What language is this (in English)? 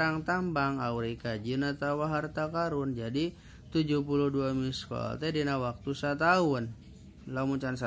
Sundanese